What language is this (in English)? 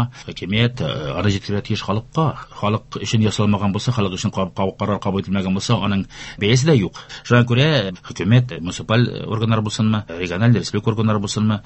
Tatar